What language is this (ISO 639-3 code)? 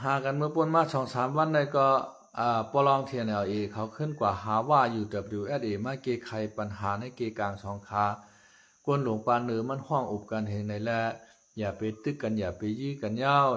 shn